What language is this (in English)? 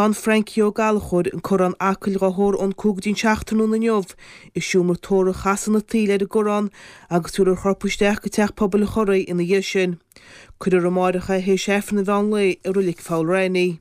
Irish